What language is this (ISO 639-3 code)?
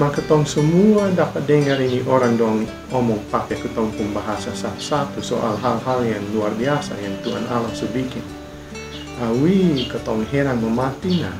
mkn